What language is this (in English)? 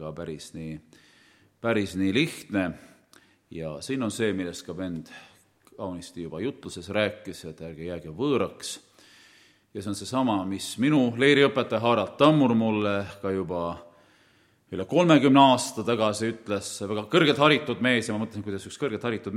Estonian